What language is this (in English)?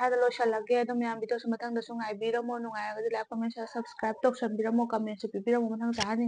Manipuri